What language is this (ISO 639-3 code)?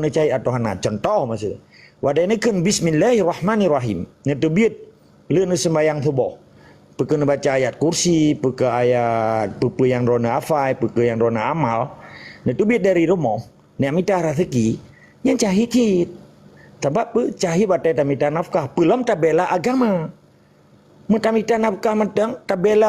ace